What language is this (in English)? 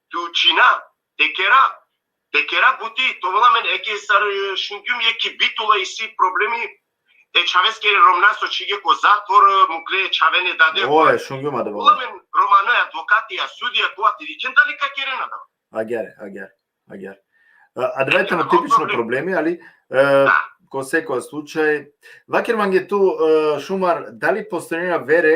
Balkan Romani